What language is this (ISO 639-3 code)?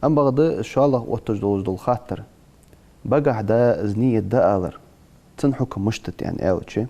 inh